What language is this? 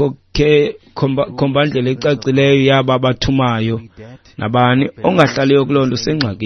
Xhosa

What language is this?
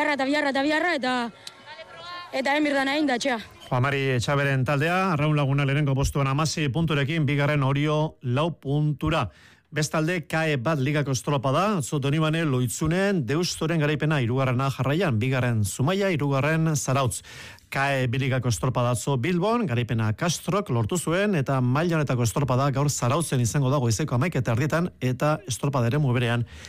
Basque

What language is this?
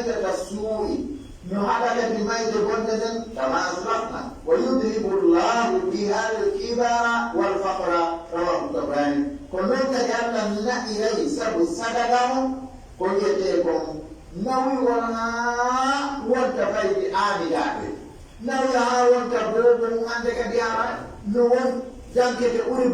Pular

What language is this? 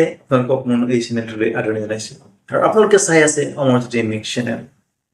Assamese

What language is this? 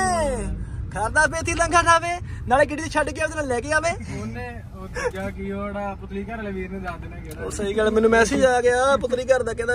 Punjabi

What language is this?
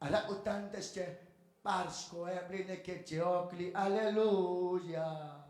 Kekchí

